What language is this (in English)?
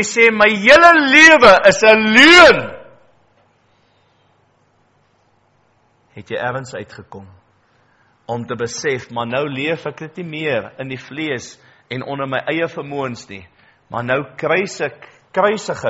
Afrikaans